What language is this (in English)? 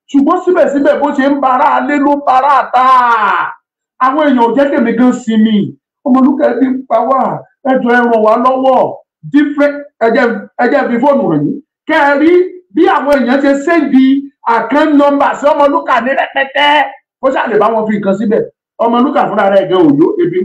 Yoruba